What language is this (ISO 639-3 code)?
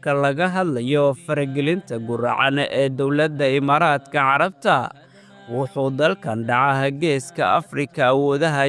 som